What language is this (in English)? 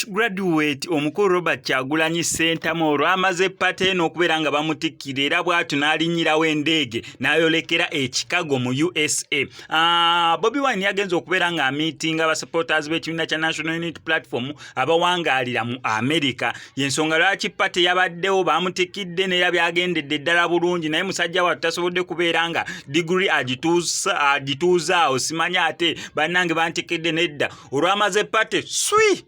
Ganda